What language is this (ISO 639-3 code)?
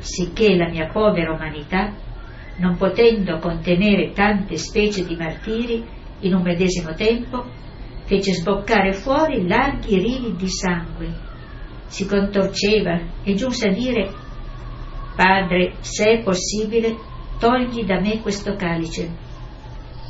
ita